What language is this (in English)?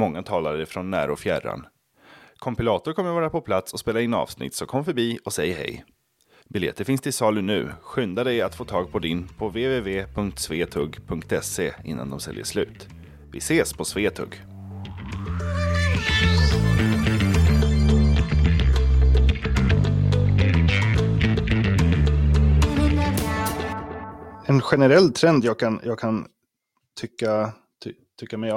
Swedish